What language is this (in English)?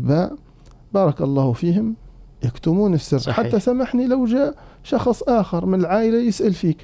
Arabic